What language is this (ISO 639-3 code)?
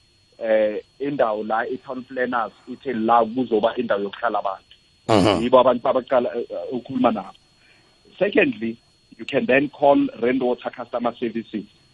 nbl